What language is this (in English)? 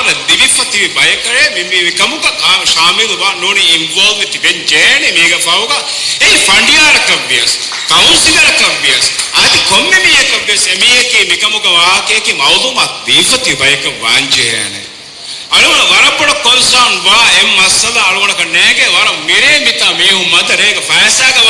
Divehi